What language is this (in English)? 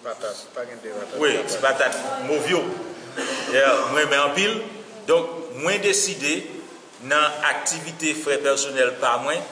Haitian Creole